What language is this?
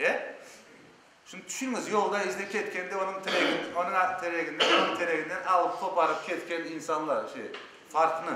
Crimean Tatar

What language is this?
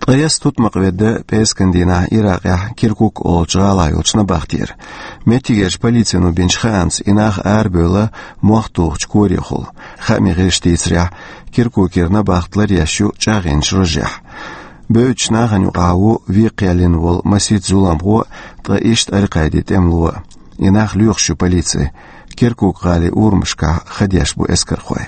Chechen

